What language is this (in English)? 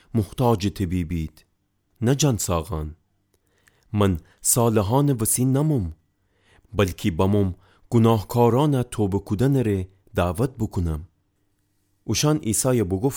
Gilaki